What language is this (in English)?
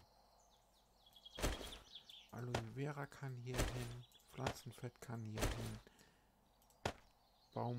German